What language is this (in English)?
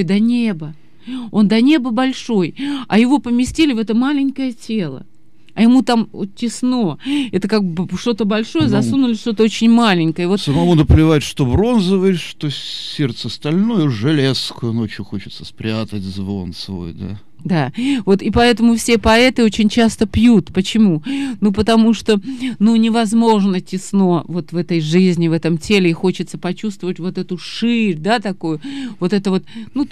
Russian